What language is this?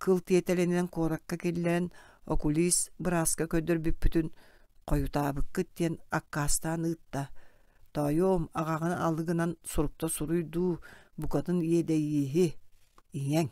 Yakut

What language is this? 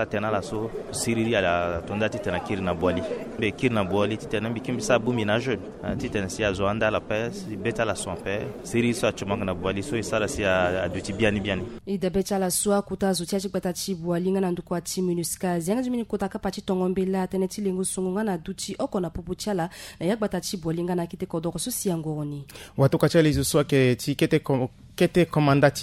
Sango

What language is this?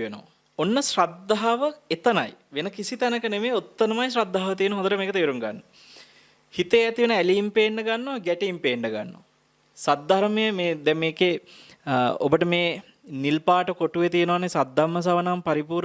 Sinhala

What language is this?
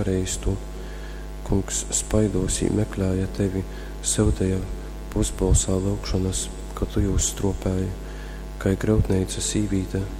Latgalian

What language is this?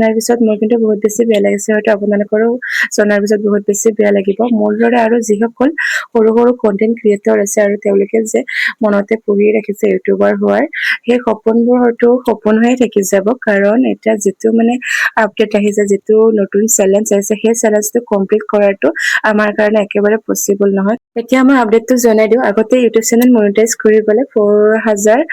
Assamese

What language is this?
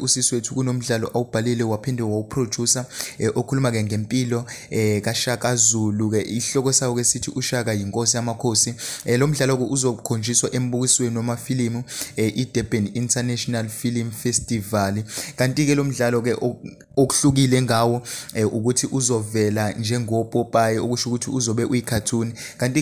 Zulu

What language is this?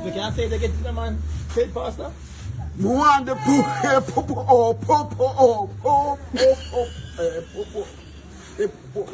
Jamaican Creole English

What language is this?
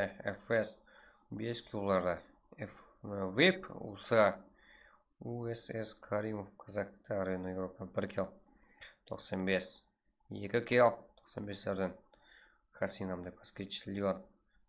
Kara-Kalpak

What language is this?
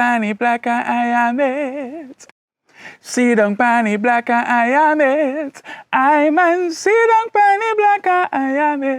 Jamaican Creole English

